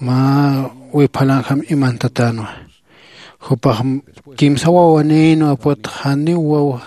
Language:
Aymara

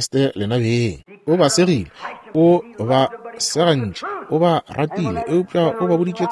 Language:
Northern Sotho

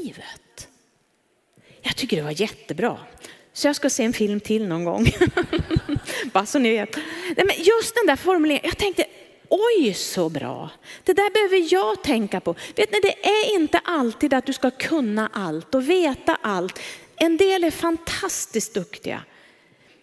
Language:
Swedish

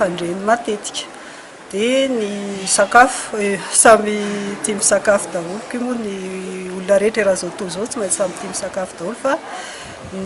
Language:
Malagasy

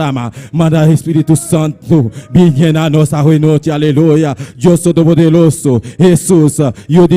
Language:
Papiamento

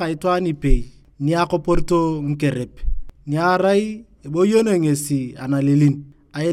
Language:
Turkana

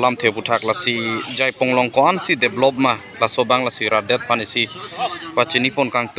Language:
Karbi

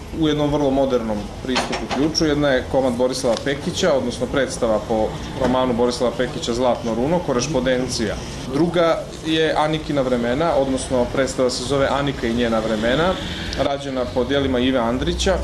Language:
Bosnian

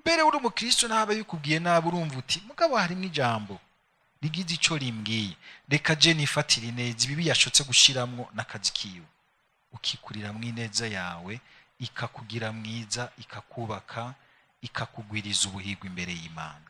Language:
Rundi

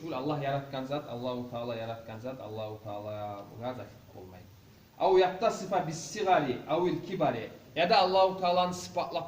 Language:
Kumyk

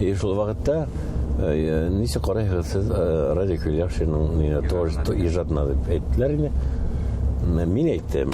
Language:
Bashkir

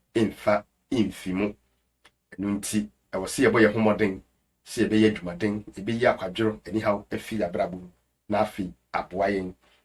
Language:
Akan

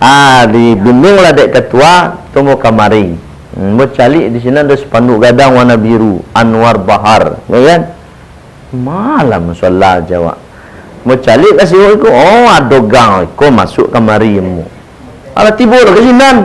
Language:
Minangkabau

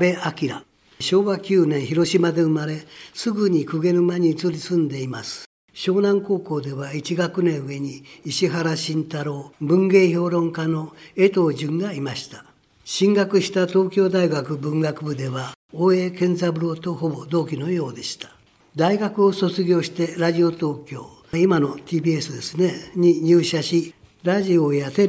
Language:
Japanese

